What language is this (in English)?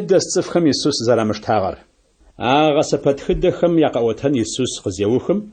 Adyghe